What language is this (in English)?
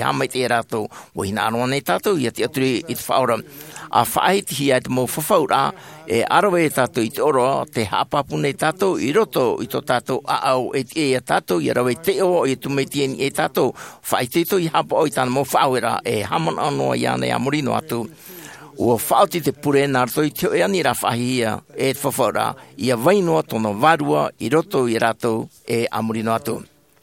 Tahitian